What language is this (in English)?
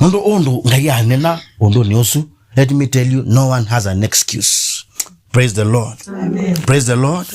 Kamba